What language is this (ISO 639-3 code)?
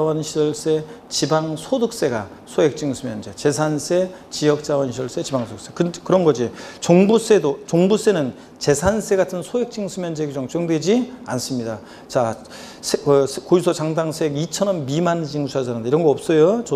kor